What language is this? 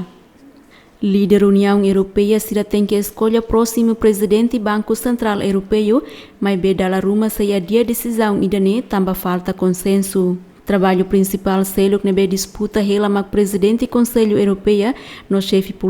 Tetum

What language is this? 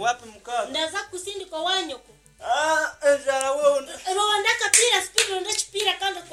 Nyankole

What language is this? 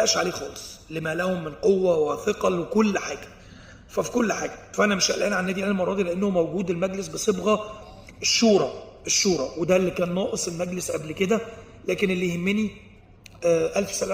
Egyptian Arabic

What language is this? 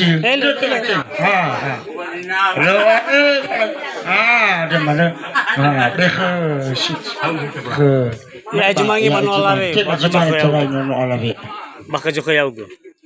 Nias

